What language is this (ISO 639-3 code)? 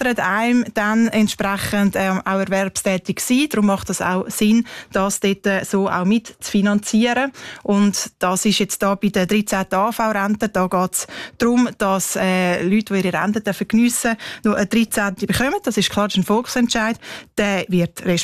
deu